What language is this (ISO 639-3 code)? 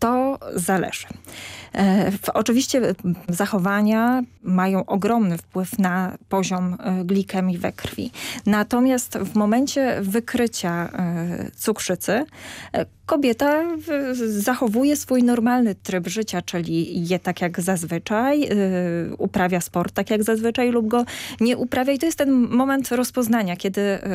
pol